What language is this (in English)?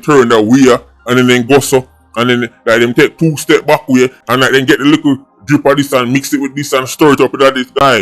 Jamaican Creole English